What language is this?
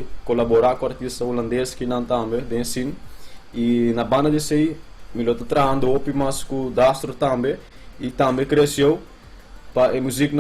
Papiamento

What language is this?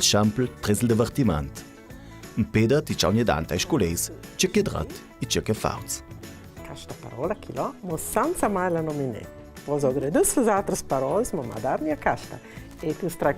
Ladin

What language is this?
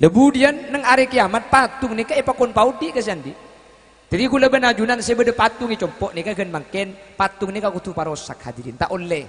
Madurese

